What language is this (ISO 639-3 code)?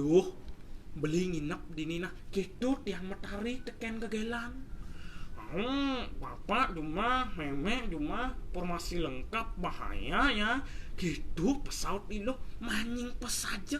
ban